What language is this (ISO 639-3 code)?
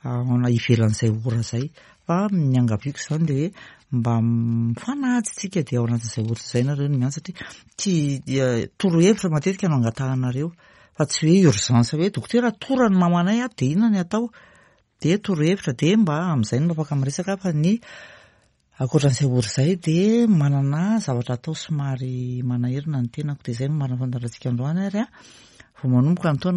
mlg